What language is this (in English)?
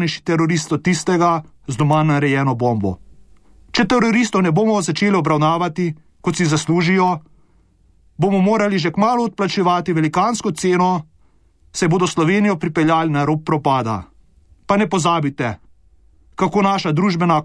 Slovenian